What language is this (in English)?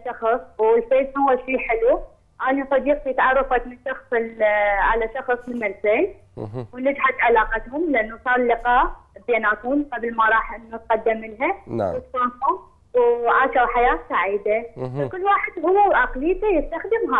Mesopotamian Arabic